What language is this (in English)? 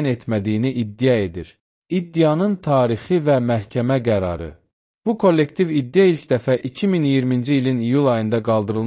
Azerbaijani